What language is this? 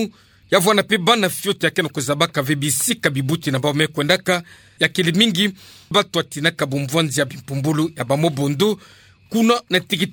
Kituba (Democratic Republic of Congo)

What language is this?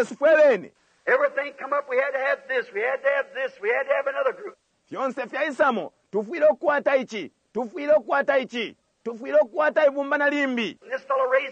Bemba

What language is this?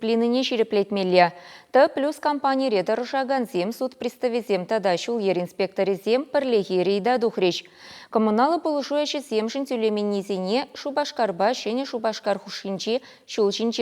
Chuvash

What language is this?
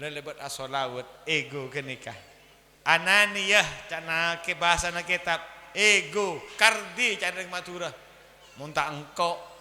Madurese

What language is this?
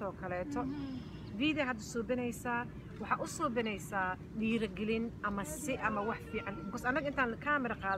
Somali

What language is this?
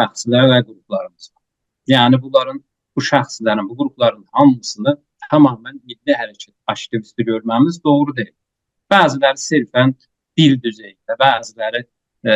South Azerbaijani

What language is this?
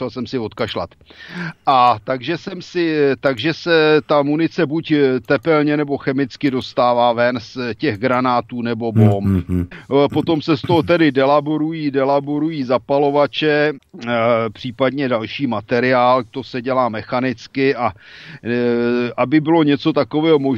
Czech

